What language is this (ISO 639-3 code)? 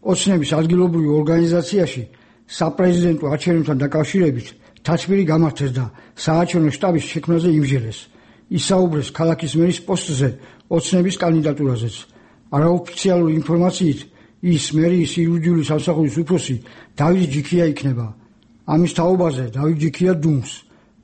kat